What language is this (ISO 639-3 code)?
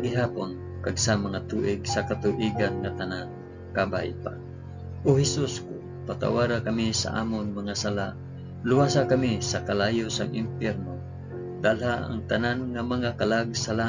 hil